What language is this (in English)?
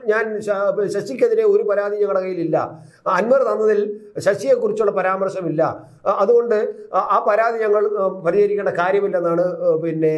Malayalam